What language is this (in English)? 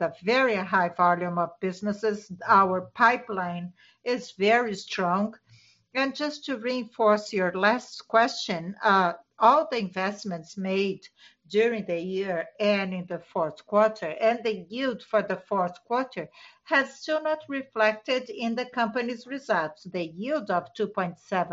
English